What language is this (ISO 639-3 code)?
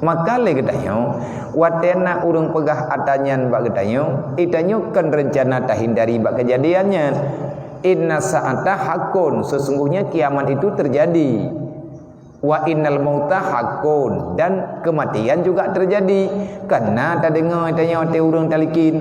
ace